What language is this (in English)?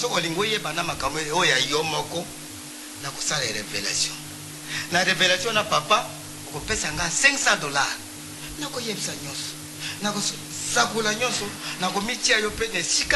Lingala